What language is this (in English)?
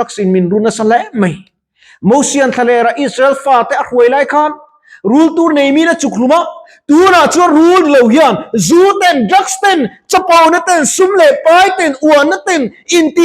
Mizo